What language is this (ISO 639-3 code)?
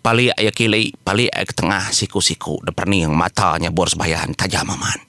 iba